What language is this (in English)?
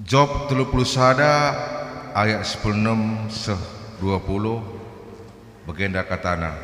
Batak Karo